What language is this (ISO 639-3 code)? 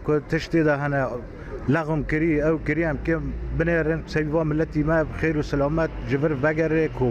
kur